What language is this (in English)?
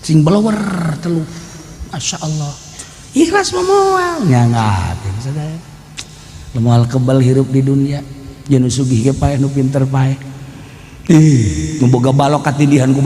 Sundanese